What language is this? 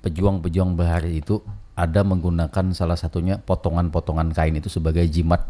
Banjar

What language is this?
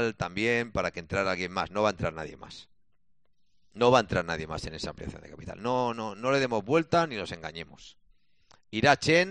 Spanish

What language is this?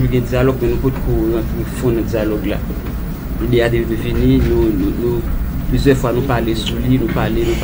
Haitian Creole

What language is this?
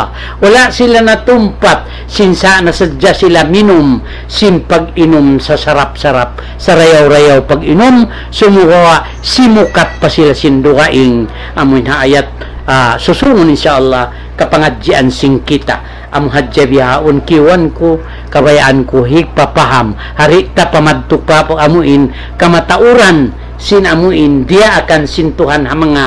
Tausug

